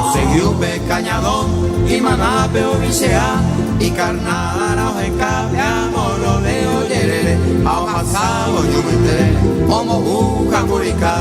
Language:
Guarani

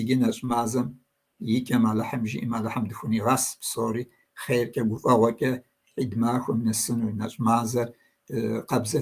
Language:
Kabardian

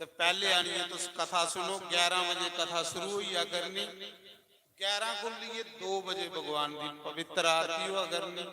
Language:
Dogri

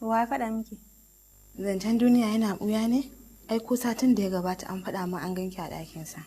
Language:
Hausa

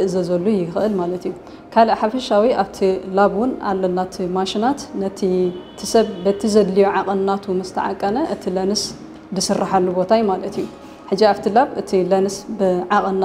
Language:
Tigrinya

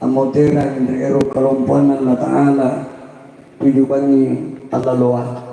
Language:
Makasar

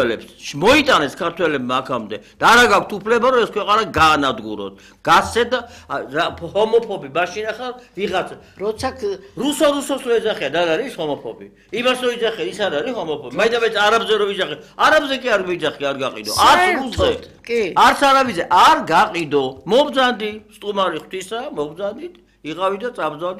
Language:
Georgian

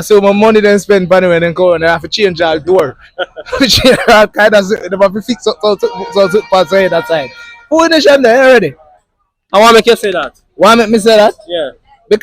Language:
Jamaican Creole English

